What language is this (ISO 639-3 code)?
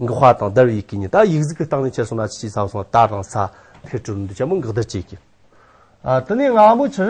adx